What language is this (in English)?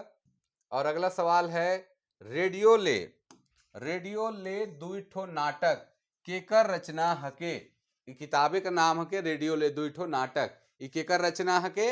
Sadri